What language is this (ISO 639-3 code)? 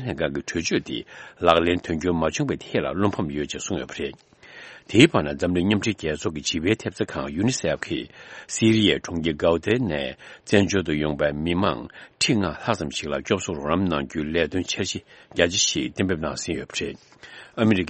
bod